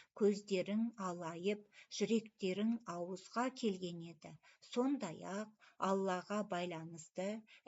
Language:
Kazakh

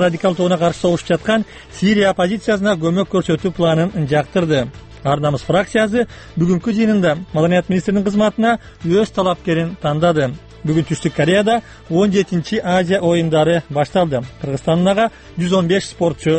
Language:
Kyrgyz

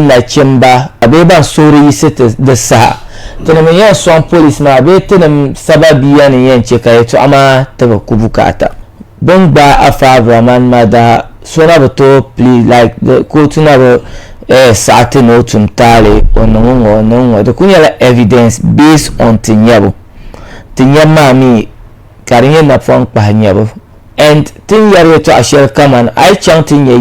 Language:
Dagbani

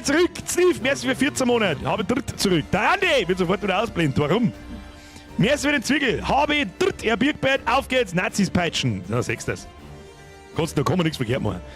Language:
Bavarian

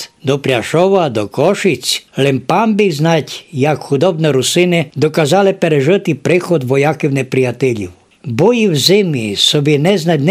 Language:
Rusyn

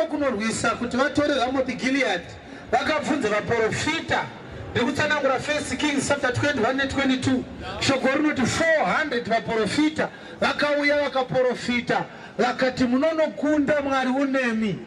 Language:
Shona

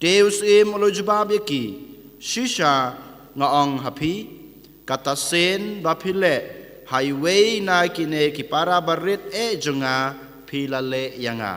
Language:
Khasi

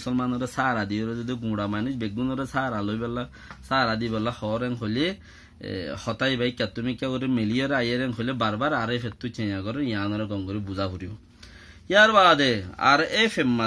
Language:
Rohingya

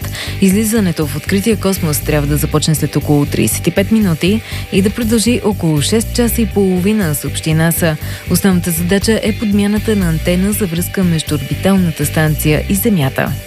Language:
Bulgarian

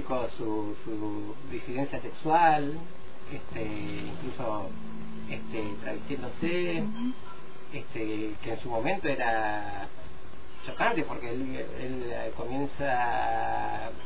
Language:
Spanish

